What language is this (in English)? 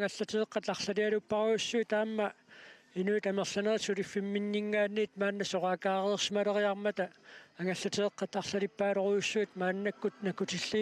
Kalaallisut